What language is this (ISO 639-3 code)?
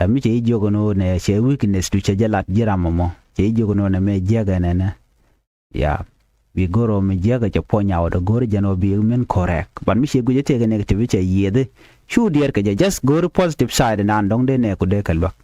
nus